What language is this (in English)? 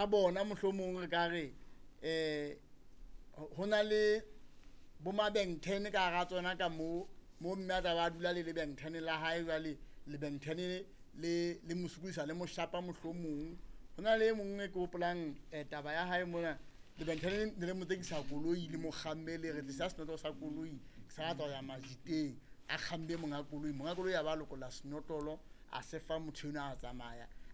Southern Sotho